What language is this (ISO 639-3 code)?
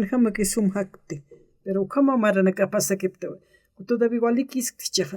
aym